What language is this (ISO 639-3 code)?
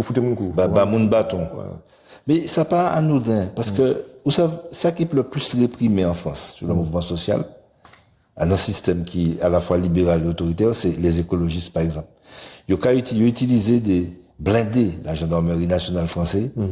gcf